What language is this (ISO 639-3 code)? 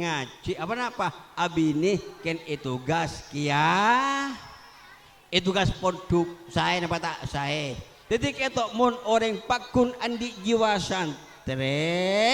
mad